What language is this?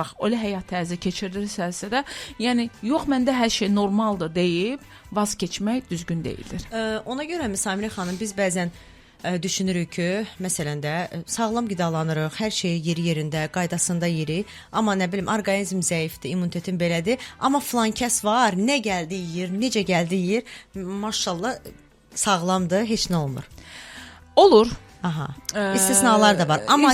Azerbaijani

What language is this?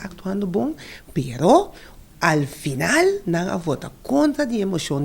Papiamento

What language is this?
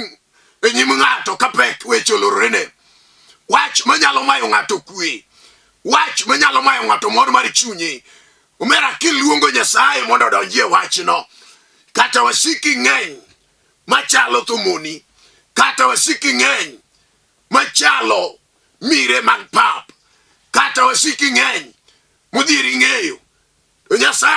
Luo (Kenya and Tanzania)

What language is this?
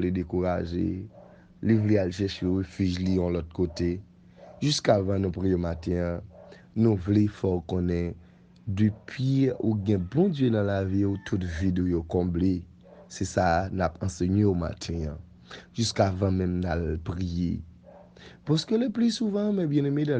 Haitian Creole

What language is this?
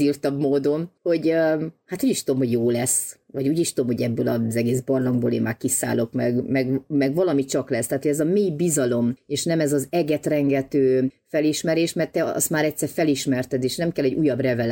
Hungarian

